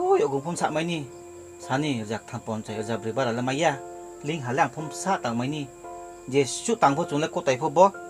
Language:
Riang (India)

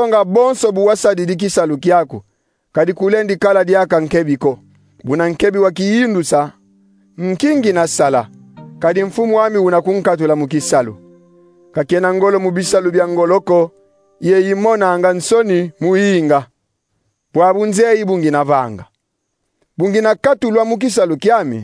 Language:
Kongo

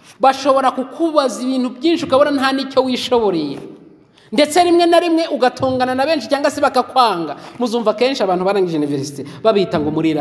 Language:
Kinyarwanda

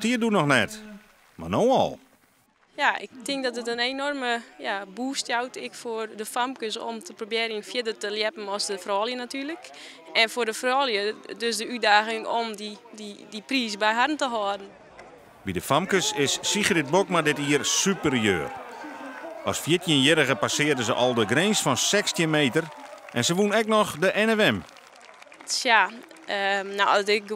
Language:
Western Frisian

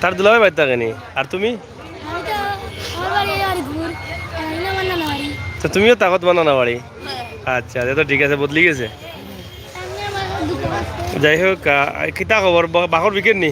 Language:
Sylheti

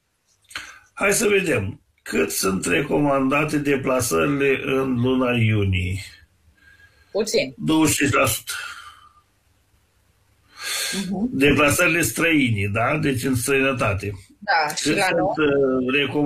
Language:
Romanian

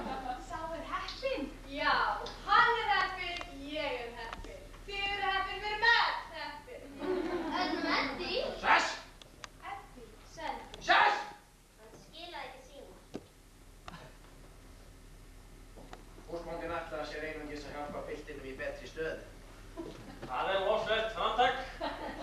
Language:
Icelandic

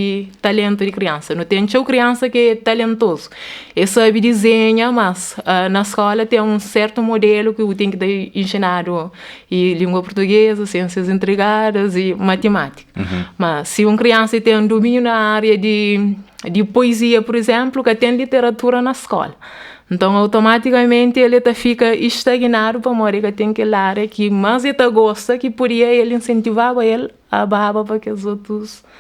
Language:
Kabuverdianu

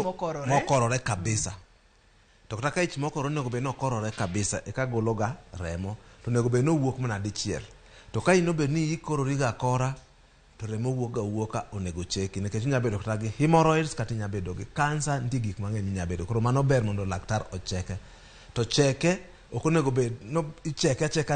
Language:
Luo (Kenya and Tanzania)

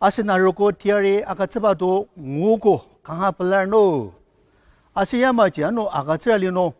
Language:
Ao Naga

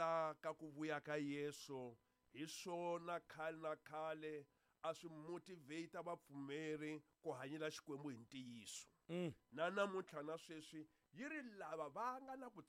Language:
Tsonga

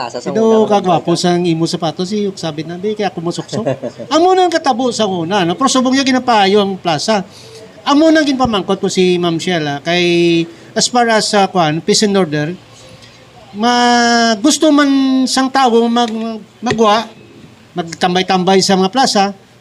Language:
Hiligaynon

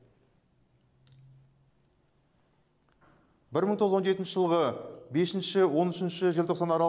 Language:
Kazakh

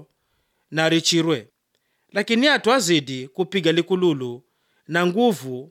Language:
Swahili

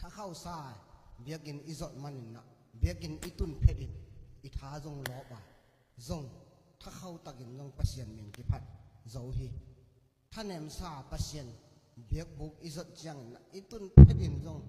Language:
Tedim Chin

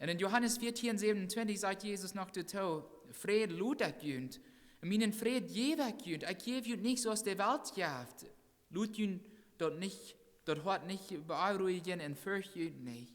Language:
Plautdietsch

